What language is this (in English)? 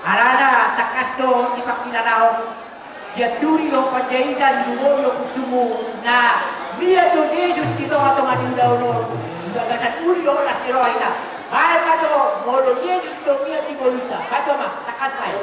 Batak Toba